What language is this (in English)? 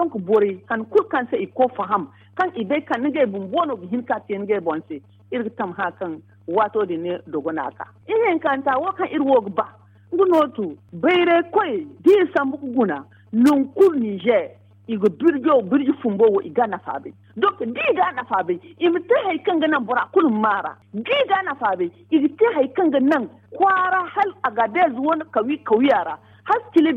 Zarma